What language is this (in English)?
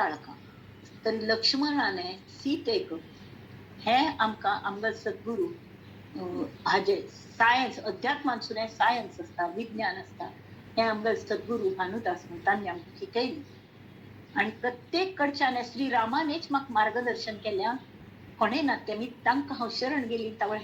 Konkani